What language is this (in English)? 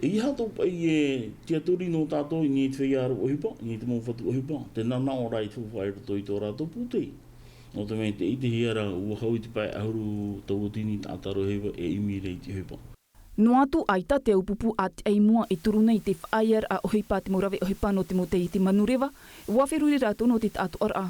Tahitian